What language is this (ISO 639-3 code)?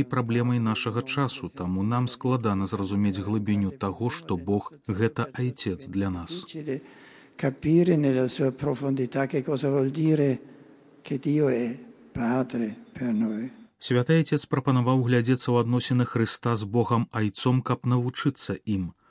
bel